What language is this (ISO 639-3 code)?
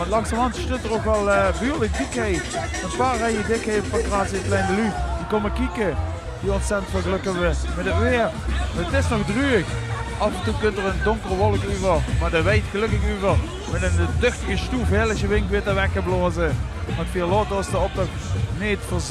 lim